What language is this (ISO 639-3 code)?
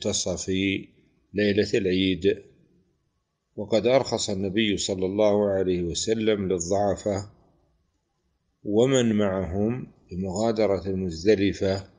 ara